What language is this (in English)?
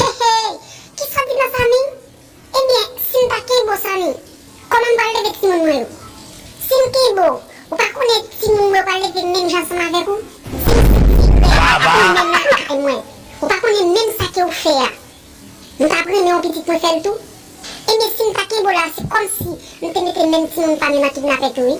Haitian Creole